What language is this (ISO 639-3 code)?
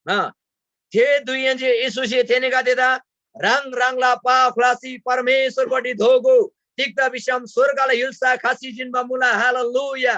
taj